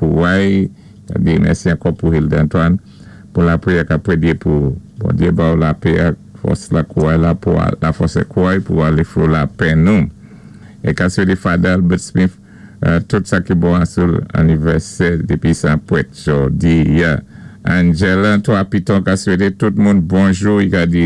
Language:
Saint Lucian Creole French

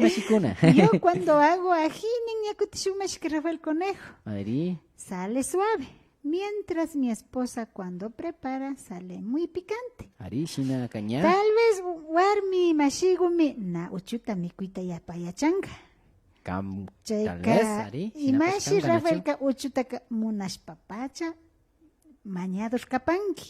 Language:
Imbabura Highland Quichua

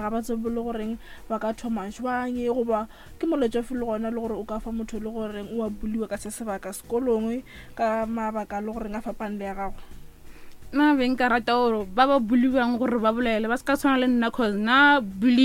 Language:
Northern Sotho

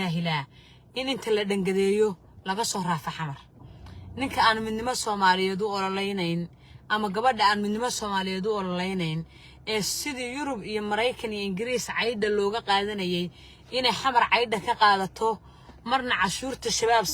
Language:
Somali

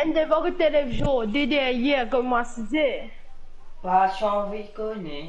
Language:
Morisyen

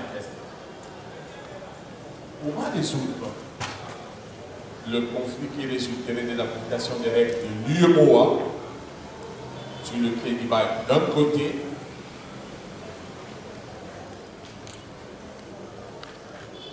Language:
French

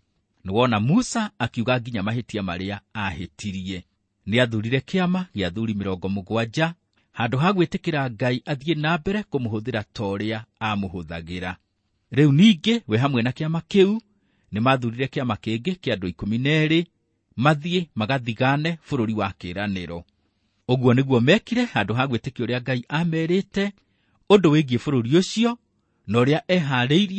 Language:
Kikuyu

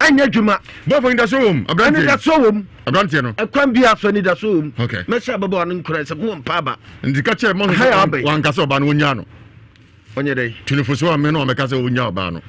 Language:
Akan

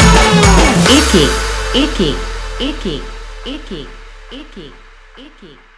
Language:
Marathi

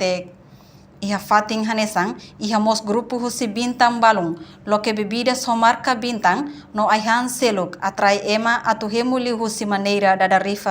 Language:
Tetum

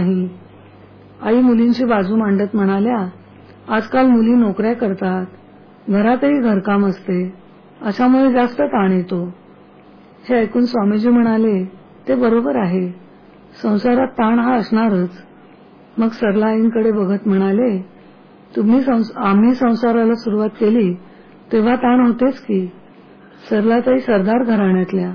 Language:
Marathi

